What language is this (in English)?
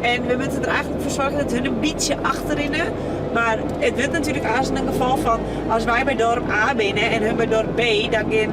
Western Frisian